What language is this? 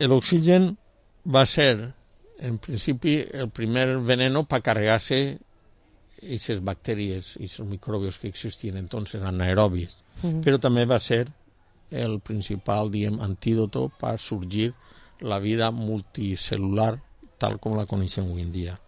Catalan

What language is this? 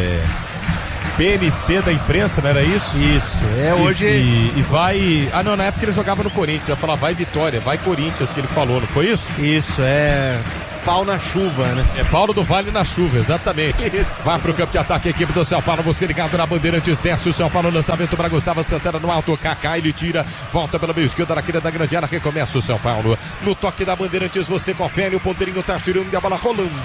Portuguese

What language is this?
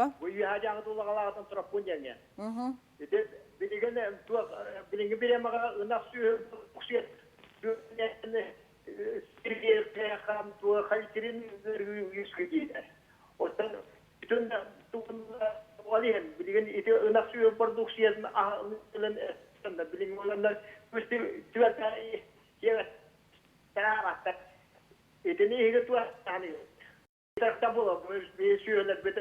Yakut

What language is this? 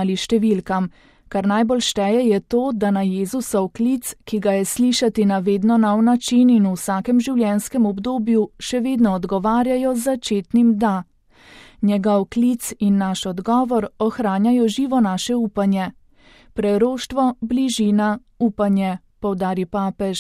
Slovenian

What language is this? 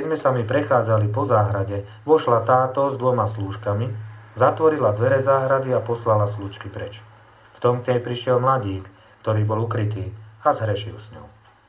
Slovak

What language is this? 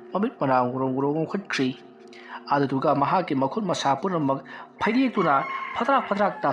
Manipuri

